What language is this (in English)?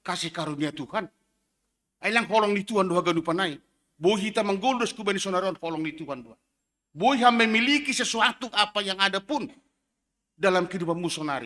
Batak Simalungun